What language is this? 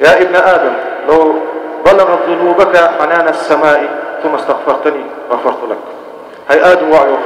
Ingush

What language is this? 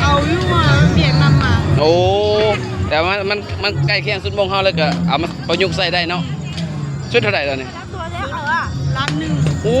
Lao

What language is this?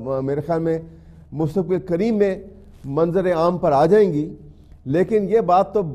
Urdu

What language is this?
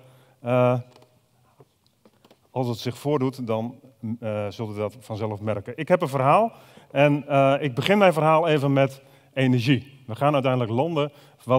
Dutch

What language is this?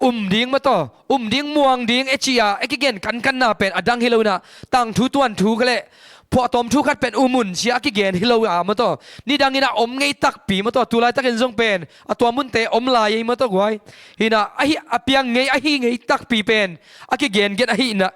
Tedim Chin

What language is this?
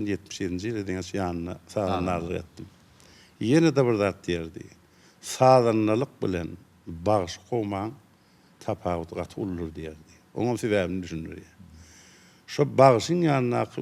Turkmen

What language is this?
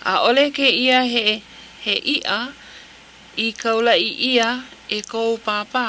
Hawaiian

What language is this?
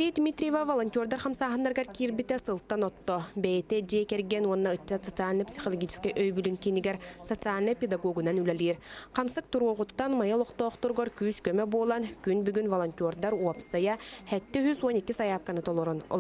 Yakut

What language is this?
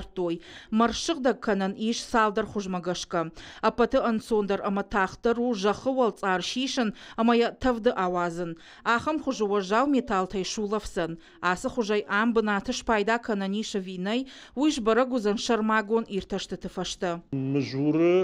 Ossetic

